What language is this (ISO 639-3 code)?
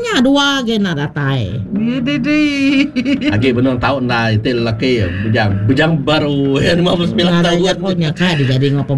iba